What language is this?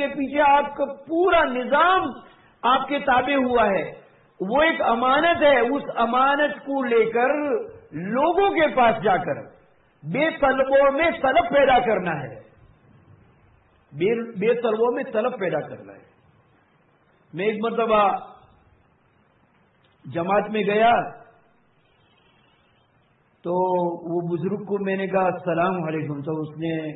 Urdu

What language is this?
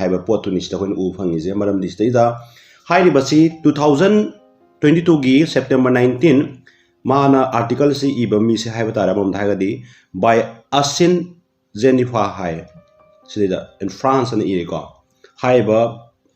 Manipuri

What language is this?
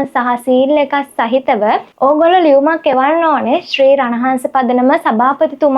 Sinhala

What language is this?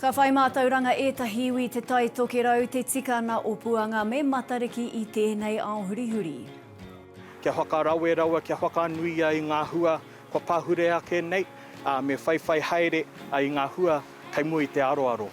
Māori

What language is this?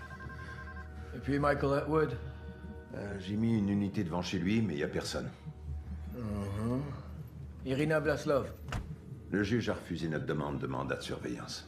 French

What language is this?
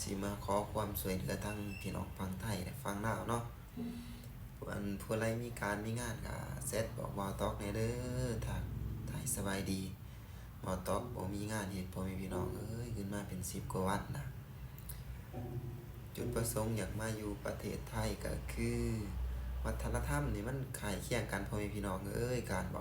Lao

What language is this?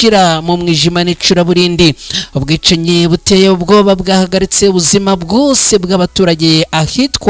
Kinyarwanda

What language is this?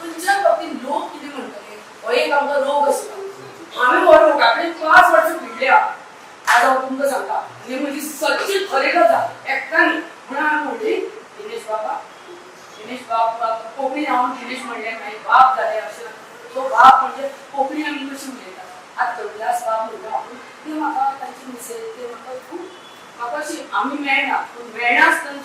Konkani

